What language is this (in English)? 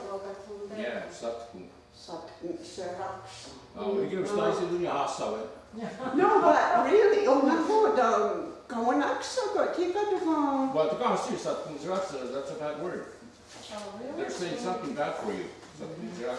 Mohawk